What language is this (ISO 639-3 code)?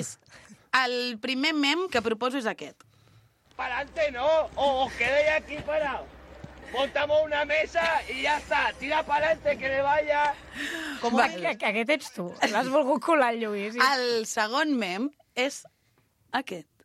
cat